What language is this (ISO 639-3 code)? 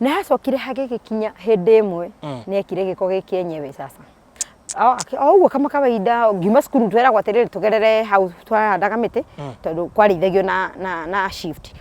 kik